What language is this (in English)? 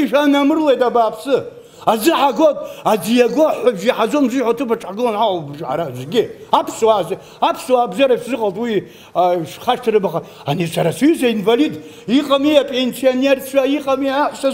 Abkhazian